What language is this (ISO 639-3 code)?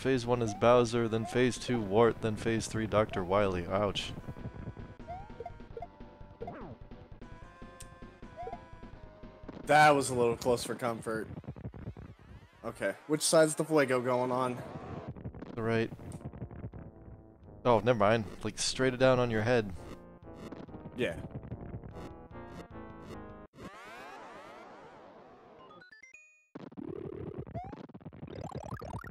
eng